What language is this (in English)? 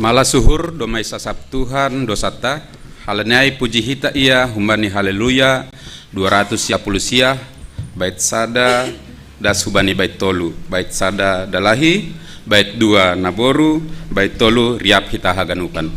Batak Simalungun